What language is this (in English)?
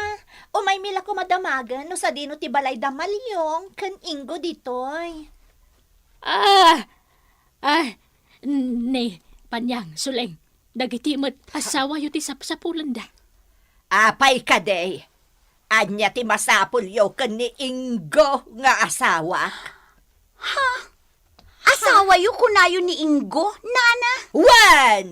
Iloko